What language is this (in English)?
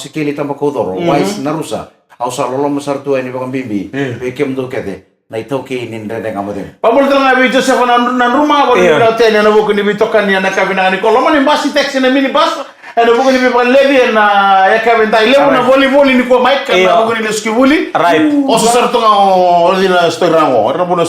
Fijian